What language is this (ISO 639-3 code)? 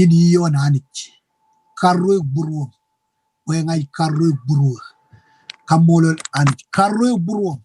mah